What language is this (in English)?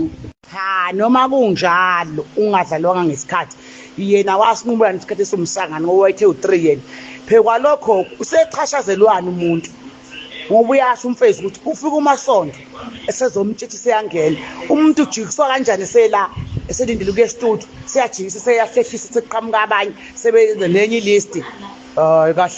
Zulu